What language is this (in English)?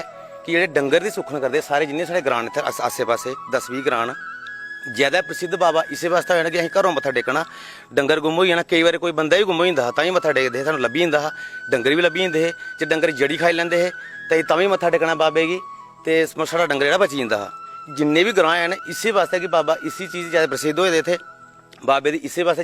Dogri